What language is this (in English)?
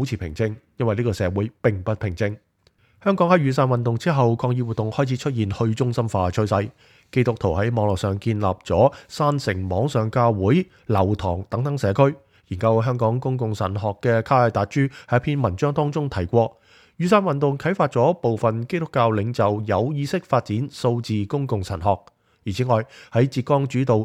Cantonese